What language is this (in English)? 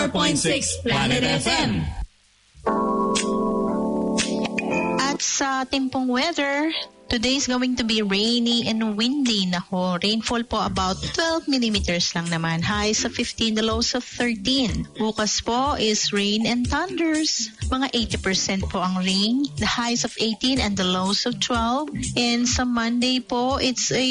Filipino